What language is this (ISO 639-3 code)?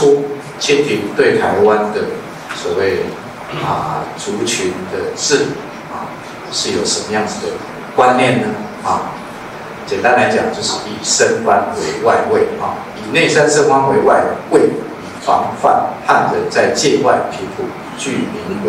zho